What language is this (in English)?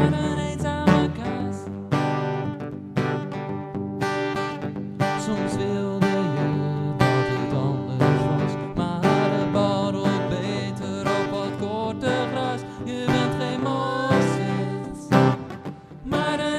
Dutch